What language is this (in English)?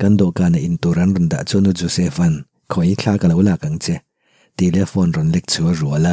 Mizo